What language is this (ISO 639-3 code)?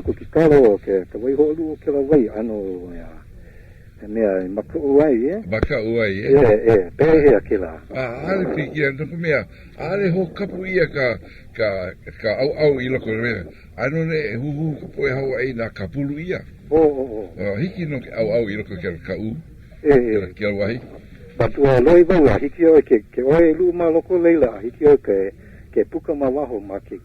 haw